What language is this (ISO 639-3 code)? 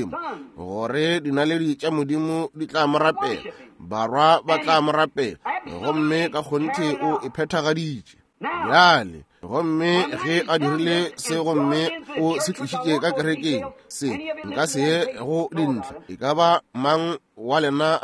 nso